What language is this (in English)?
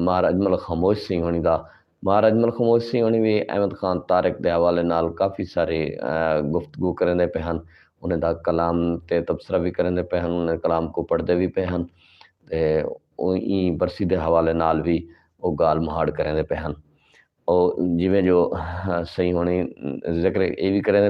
Saraiki